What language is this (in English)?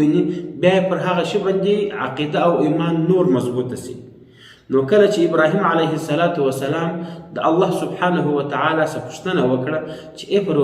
Pashto